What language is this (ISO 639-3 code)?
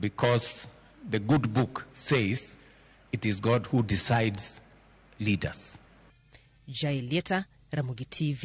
luo